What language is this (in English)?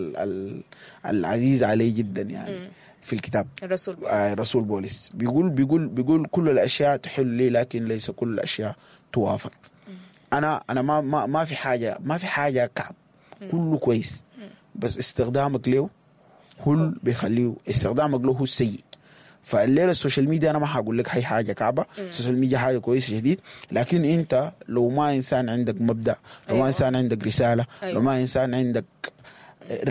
Sudanese Arabic